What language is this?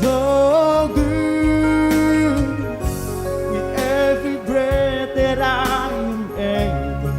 Batak Simalungun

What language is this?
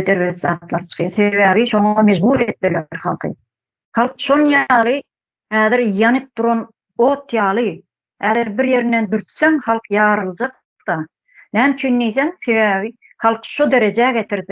Turkmen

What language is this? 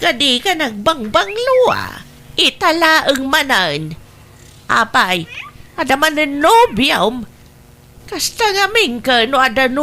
Iloko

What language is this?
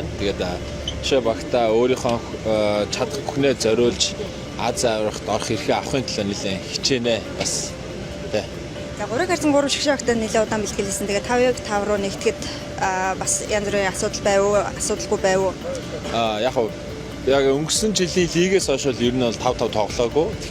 Mongolian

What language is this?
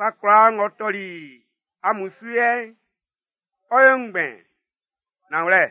Baoulé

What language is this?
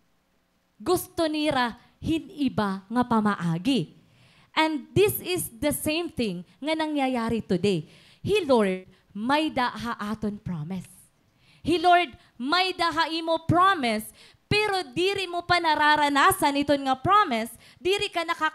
Waray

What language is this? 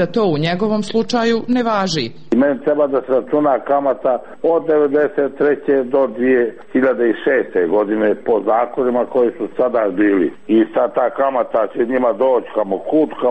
Serbian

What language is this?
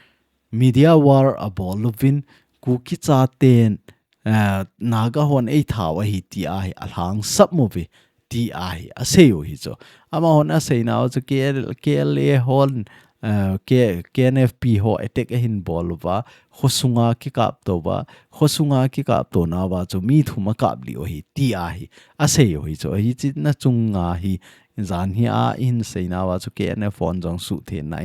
Thado Chin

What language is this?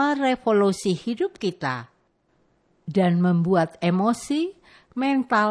Indonesian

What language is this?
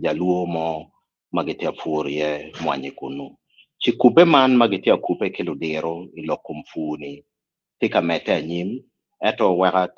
Acoli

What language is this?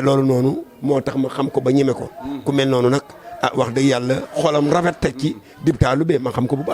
Wolof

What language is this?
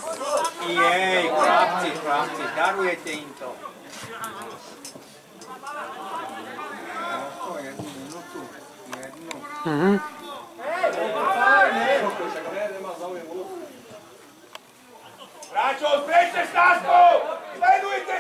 Slovak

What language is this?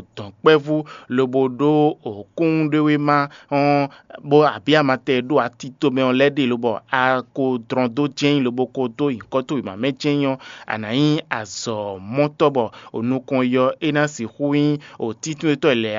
Fon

